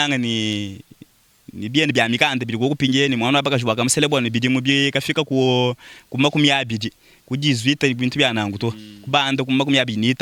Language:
Luba-Lulua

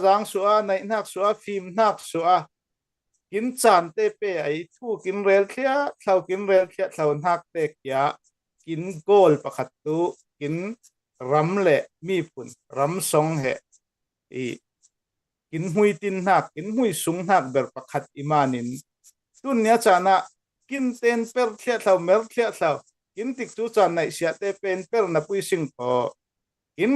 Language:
Falam Chin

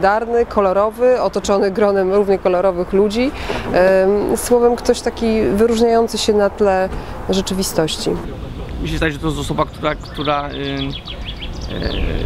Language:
Polish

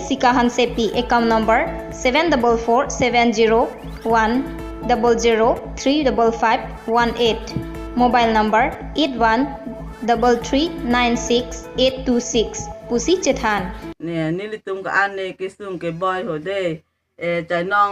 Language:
Karbi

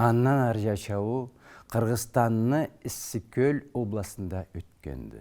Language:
Karachay-Balkar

